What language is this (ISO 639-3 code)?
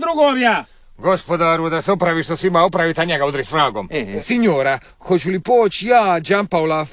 hrv